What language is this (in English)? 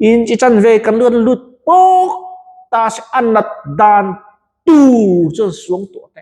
Mizo